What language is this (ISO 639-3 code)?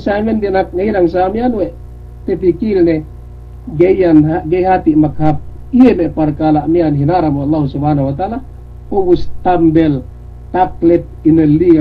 yka